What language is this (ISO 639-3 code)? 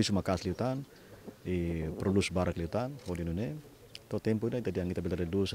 tet